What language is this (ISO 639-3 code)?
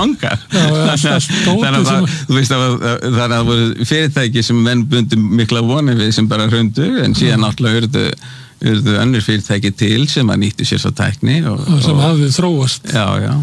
isl